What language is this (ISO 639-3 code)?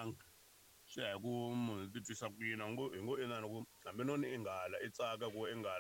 tso